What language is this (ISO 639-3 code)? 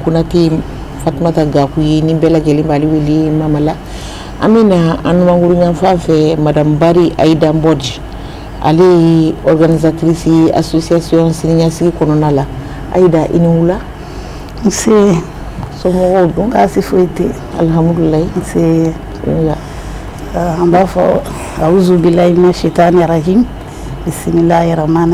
bam